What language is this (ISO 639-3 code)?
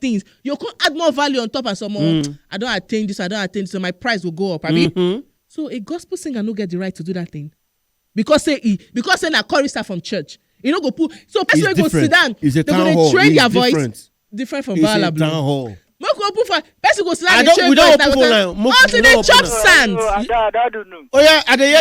pcm